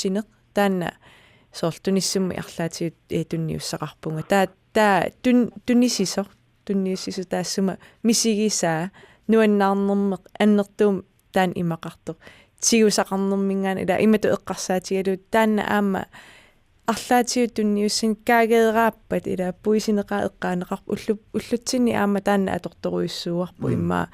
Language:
Kalaallisut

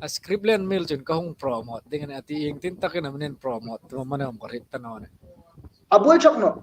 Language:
Hmar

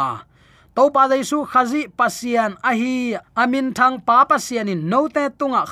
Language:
Tedim Chin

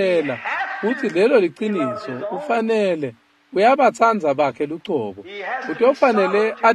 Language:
Swati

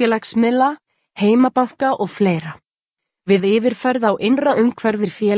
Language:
Icelandic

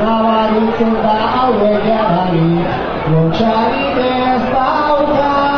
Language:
Basque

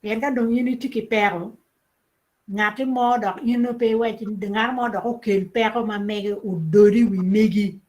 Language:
Acoli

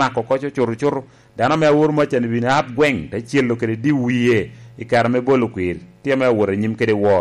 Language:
Lango (Uganda)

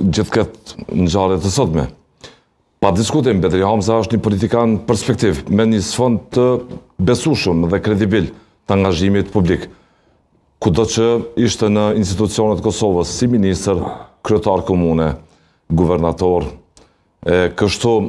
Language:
Albanian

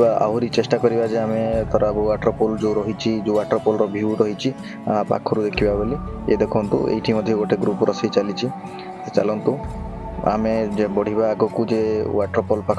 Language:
Odia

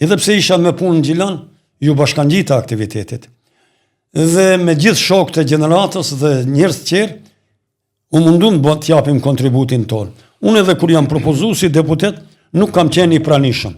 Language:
Albanian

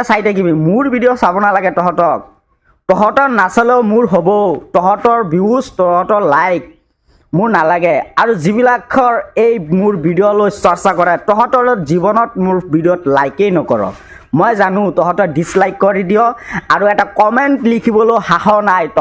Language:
Assamese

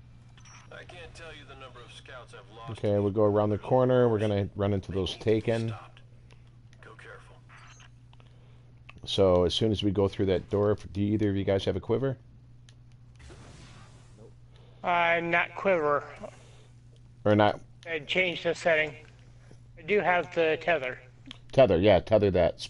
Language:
English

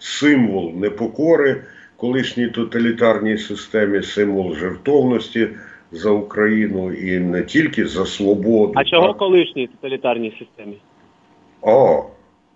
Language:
Ukrainian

